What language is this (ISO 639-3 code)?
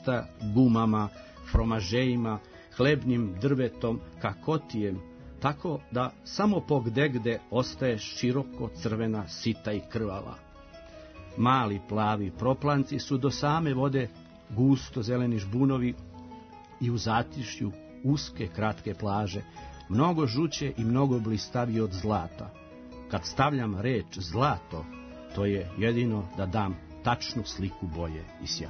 srp